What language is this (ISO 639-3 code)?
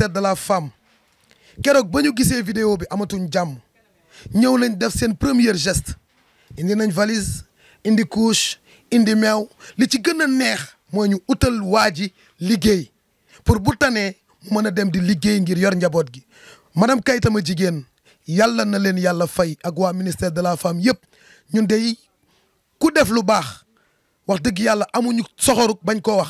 wol